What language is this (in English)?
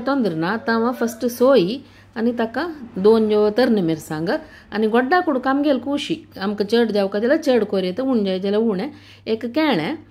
Konkani